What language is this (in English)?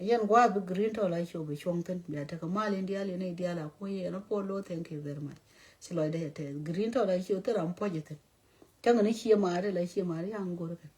Nuer